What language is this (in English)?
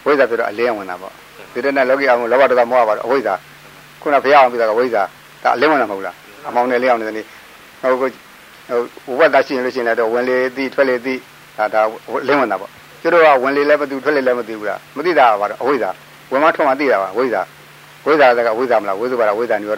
Burmese